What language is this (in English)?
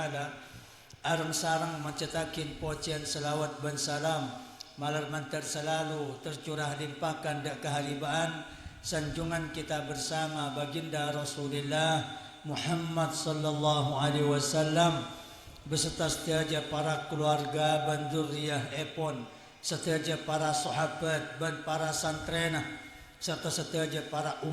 Madurese